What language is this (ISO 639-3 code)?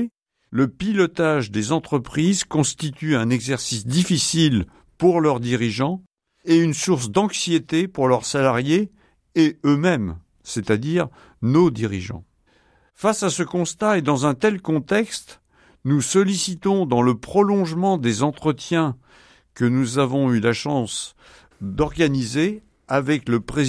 fra